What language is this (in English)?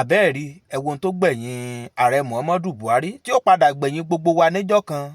Yoruba